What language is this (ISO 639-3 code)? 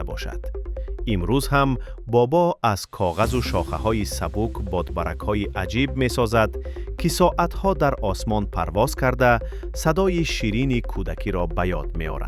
tgk